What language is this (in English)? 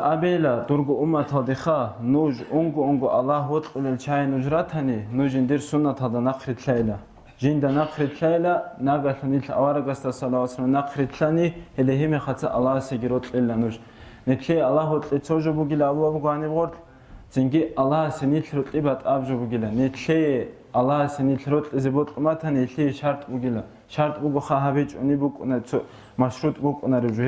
Avaric